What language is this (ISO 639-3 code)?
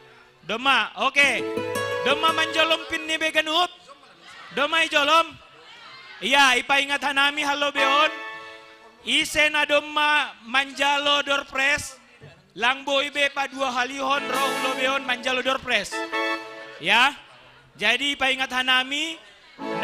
bts